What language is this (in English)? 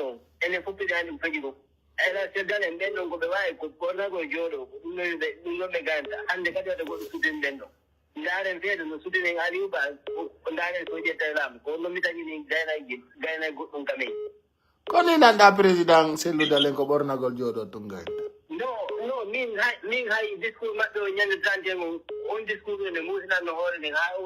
Pular